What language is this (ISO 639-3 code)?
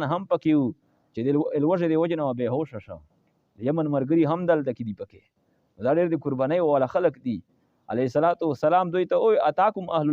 pus